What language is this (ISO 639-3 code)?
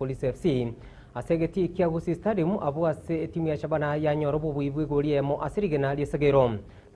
guz